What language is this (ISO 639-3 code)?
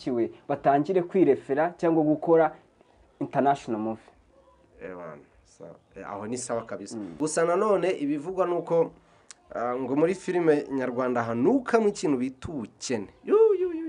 kin